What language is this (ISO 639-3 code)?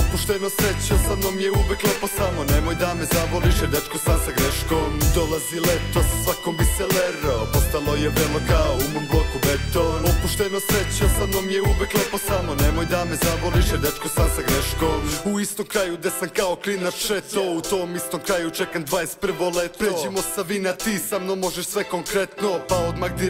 srp